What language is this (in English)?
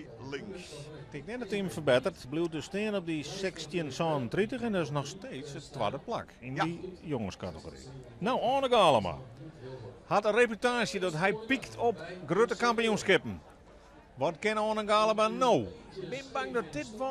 Western Frisian